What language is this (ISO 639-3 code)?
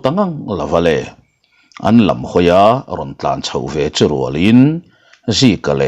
lus